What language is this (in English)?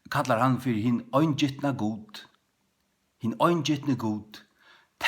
Faroese